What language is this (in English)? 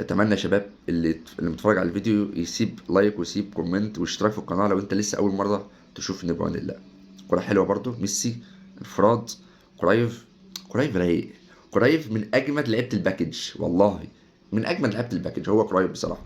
Egyptian Arabic